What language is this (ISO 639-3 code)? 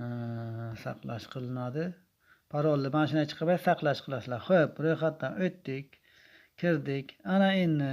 uzb